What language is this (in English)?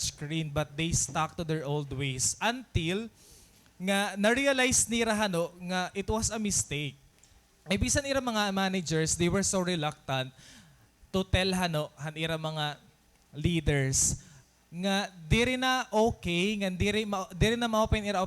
Waray